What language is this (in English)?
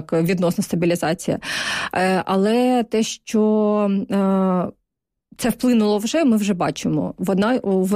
Ukrainian